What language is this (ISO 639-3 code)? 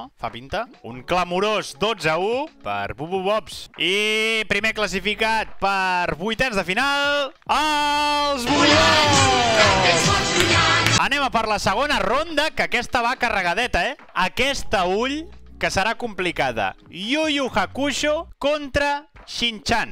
cat